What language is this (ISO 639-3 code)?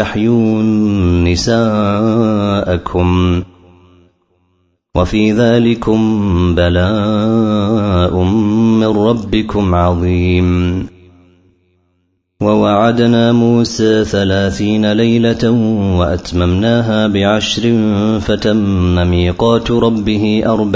ara